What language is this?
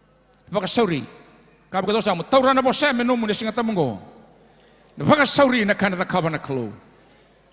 Fijian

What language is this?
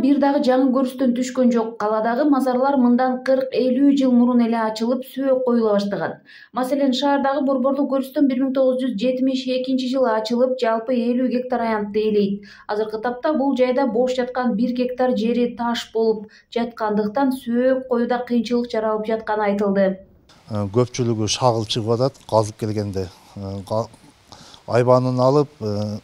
Kyrgyz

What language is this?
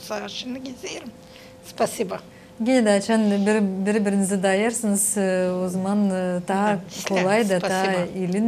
Gagauz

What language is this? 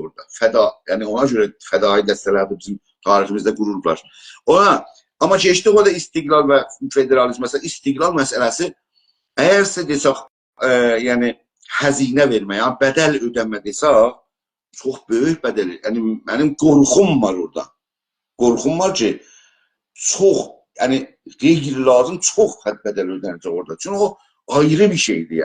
South Azerbaijani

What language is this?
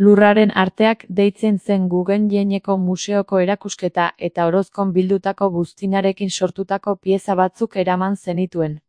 Basque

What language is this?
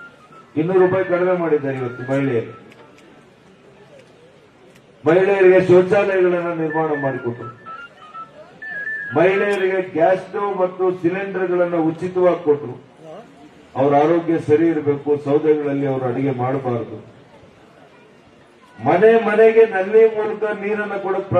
Kannada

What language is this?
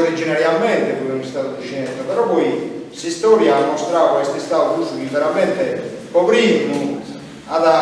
Sardinian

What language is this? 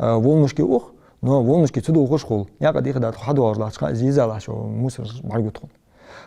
Ingush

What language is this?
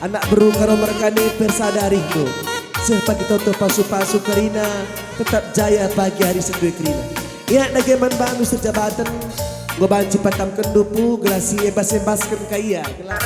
Batak Karo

